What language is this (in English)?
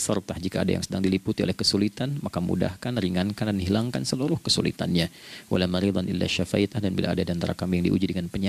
Indonesian